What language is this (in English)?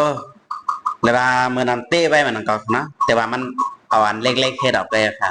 Shan